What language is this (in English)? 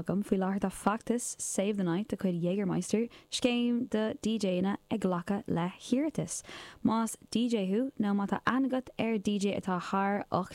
Irish